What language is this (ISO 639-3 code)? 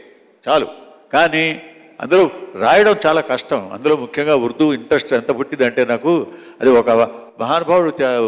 tel